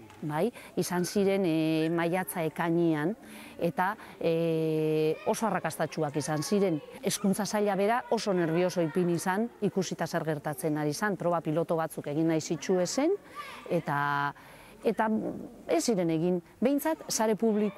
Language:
Basque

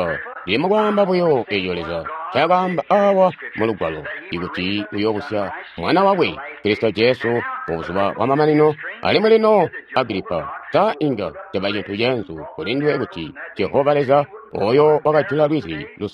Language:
Tonga (Zambia)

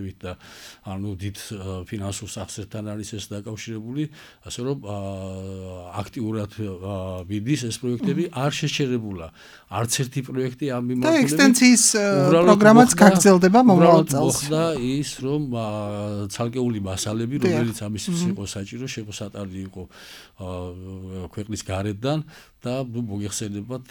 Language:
Georgian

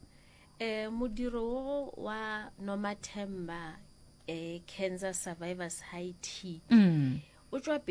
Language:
Northern Sotho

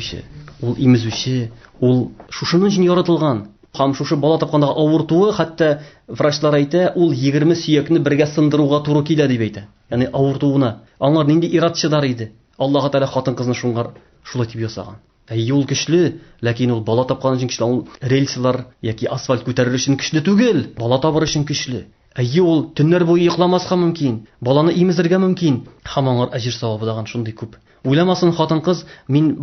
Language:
Tatar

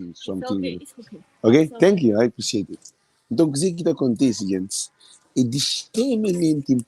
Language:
Kabuverdianu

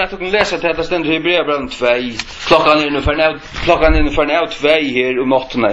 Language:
Faroese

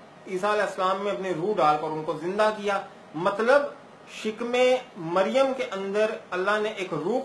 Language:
Urdu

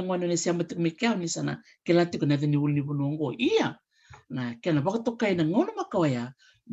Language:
Fijian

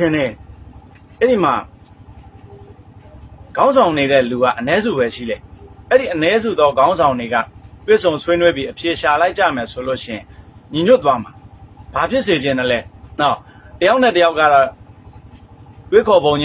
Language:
Burmese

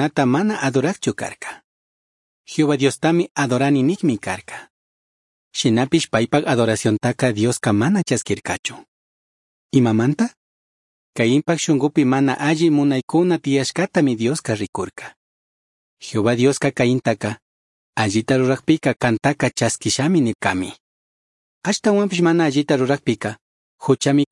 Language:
Chimborazo Highland Quichua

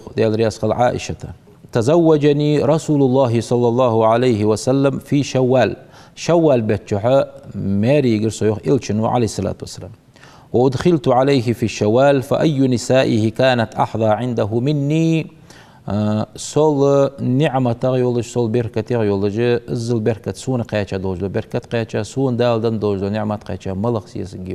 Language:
Ingush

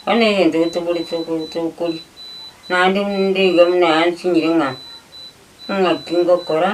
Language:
Gusii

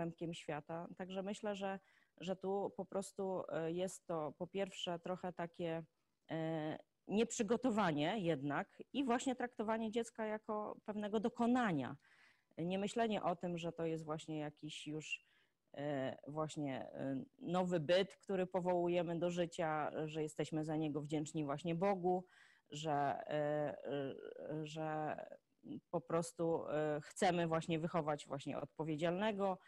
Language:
Polish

